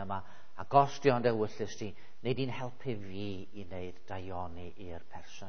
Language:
Welsh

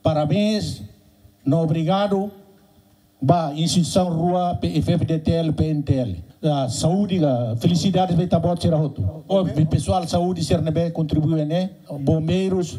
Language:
Tetum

